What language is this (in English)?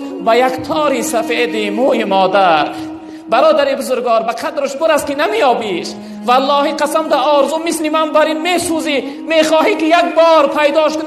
Tajik